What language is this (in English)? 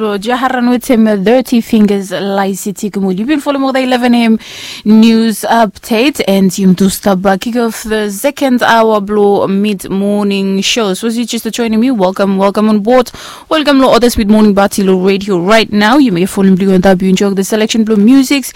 Bislama